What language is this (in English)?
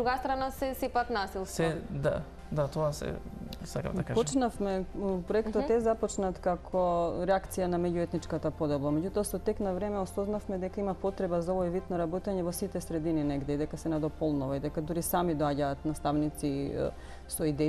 Macedonian